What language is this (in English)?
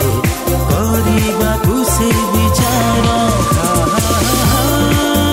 Odia